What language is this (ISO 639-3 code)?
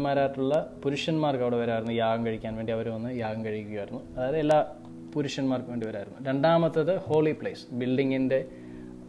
mal